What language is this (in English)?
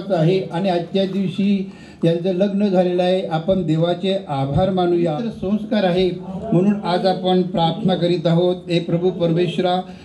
Marathi